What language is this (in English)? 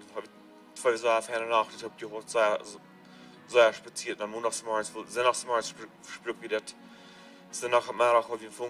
Plautdietsch